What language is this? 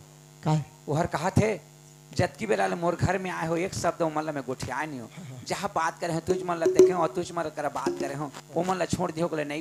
Chhattisgarhi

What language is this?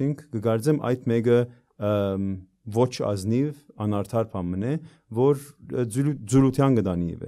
Armenian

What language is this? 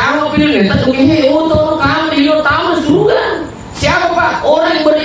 Buginese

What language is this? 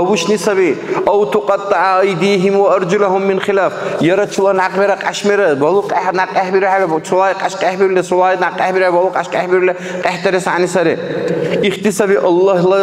Dargwa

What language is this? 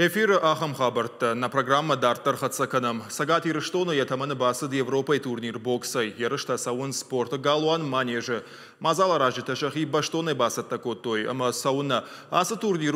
Ossetic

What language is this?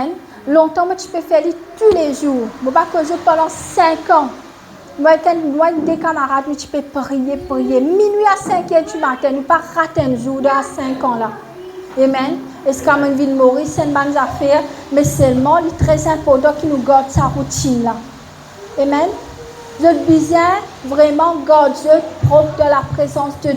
Morisyen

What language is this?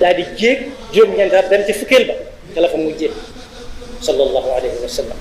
Wolof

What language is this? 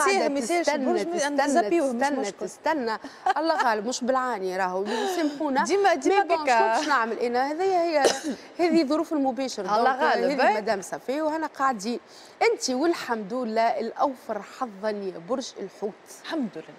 Tunisian Arabic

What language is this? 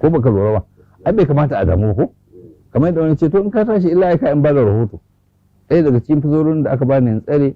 Hausa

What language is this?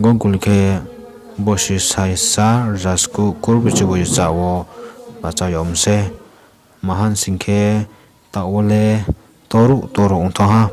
Riang (India)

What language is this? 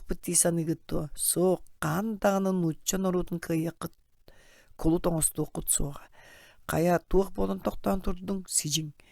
Yakut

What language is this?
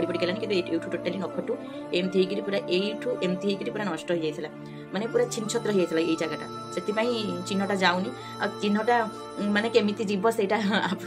Odia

